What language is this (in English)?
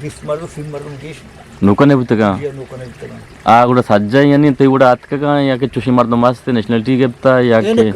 Eastern Balochi